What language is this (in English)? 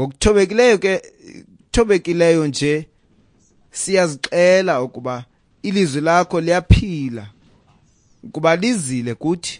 Xhosa